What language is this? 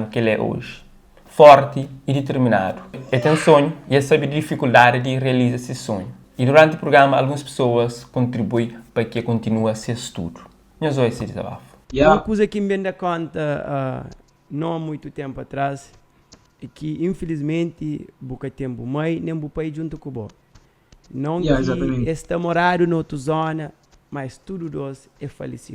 Kabuverdianu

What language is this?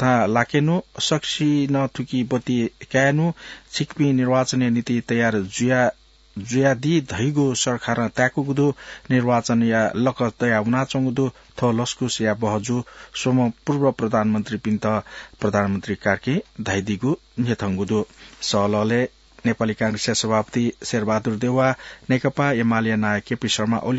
Newari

